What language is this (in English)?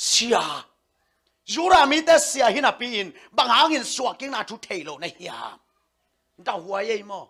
Tedim Chin